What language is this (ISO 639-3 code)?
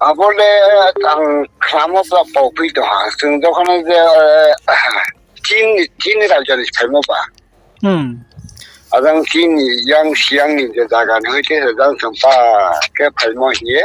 ria